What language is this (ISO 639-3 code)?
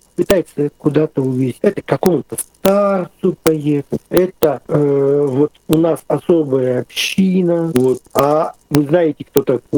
rus